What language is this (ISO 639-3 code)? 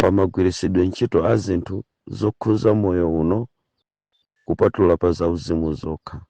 nya